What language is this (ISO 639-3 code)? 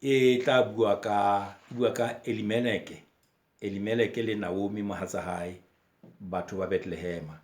sot